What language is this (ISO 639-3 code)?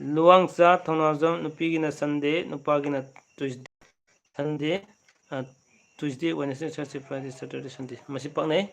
mni